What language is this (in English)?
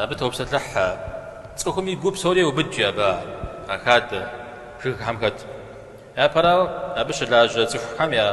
Kabardian